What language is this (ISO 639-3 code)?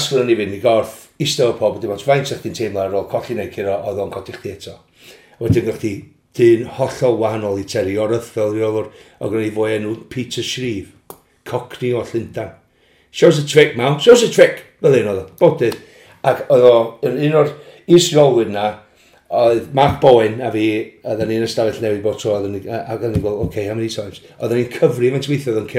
cym